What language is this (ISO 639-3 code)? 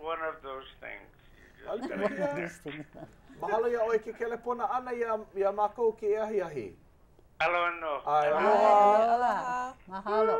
haw